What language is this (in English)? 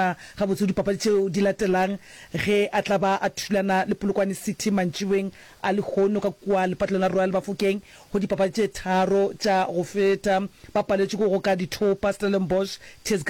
Northern Sotho